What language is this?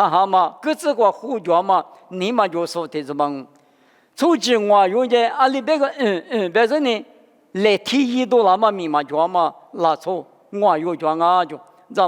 Lisu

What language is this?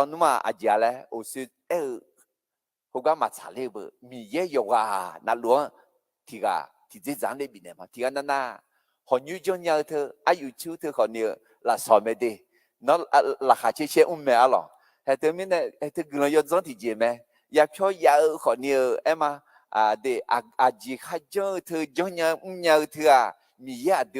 Akha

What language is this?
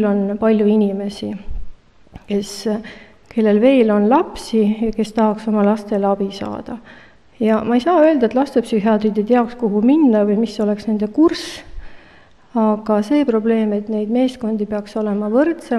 Estonian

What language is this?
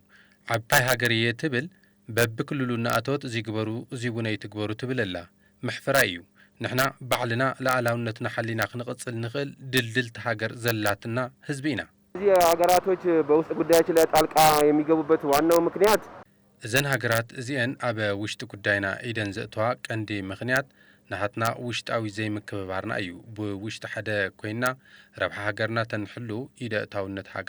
Tigrinya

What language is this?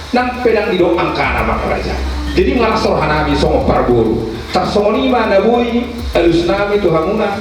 Batak Toba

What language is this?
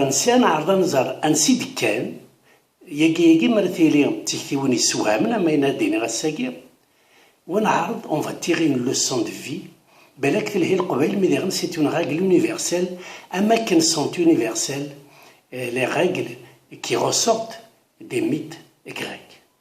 Kabyle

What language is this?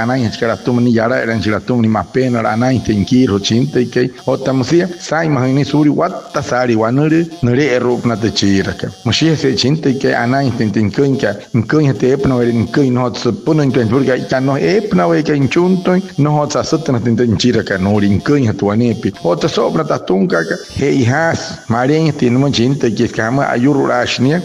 Wayuu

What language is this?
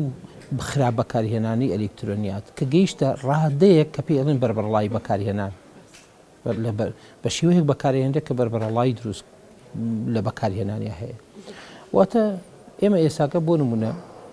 Central Kurdish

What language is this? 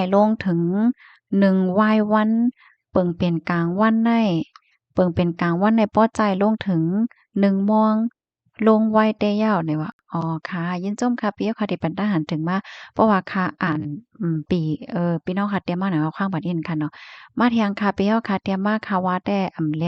Shan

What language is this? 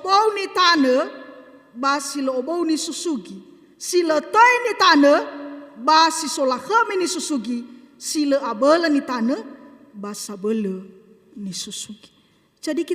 Nias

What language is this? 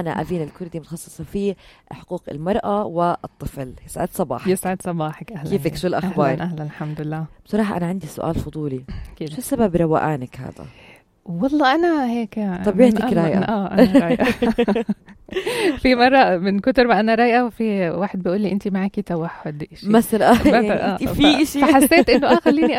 North Levantine Arabic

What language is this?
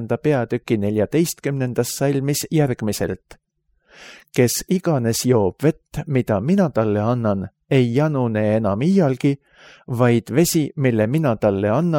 Estonian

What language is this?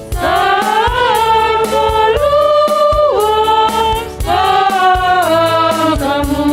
Batak Simalungun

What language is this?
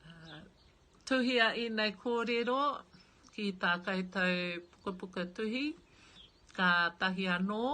Māori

